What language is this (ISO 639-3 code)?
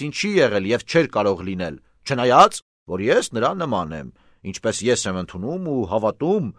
hye